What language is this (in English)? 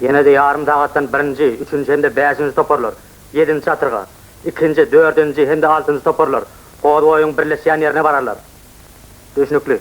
Turkmen